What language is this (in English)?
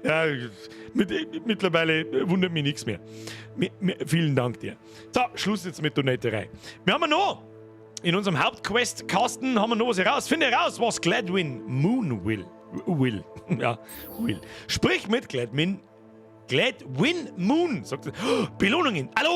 Bavarian